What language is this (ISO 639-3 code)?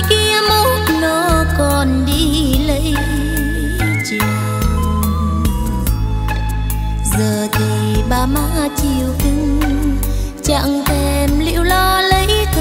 vie